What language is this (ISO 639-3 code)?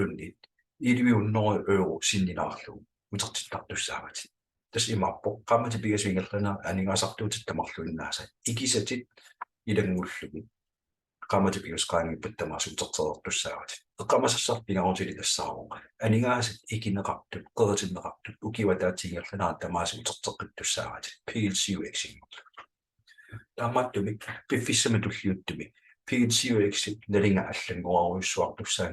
kal